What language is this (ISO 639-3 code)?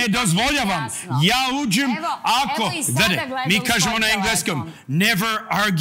srp